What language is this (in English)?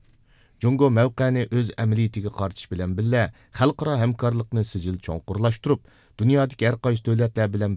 Uyghur